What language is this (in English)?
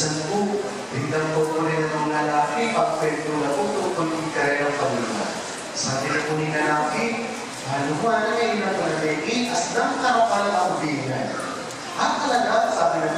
Pampanga